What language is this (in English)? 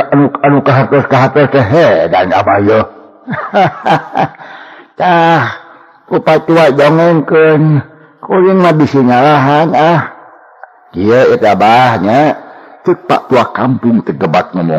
Sundanese